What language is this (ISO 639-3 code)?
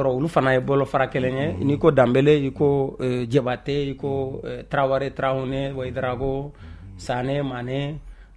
bam